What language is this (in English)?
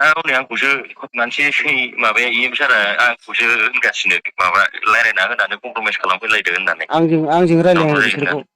Bodo